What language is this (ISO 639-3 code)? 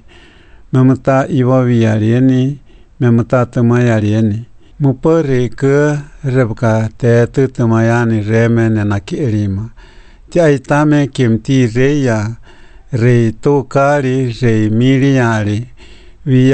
lav